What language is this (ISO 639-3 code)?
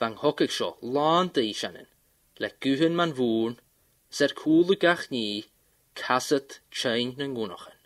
gla